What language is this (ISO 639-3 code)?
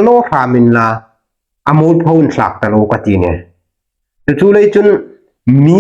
hmr